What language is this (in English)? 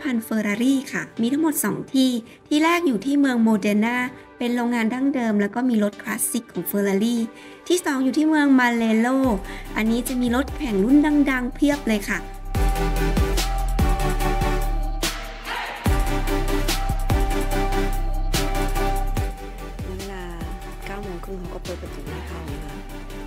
Thai